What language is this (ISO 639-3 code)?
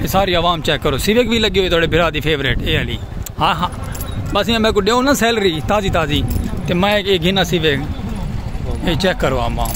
skr